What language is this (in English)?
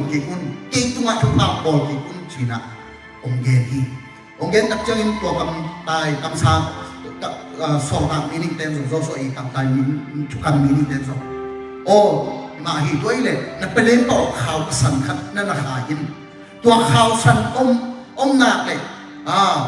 Tedim Chin